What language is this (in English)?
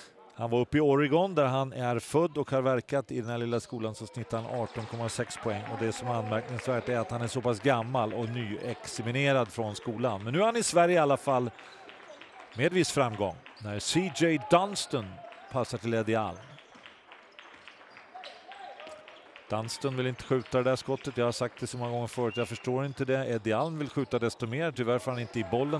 Swedish